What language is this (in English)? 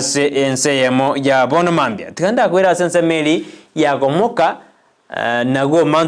Gusii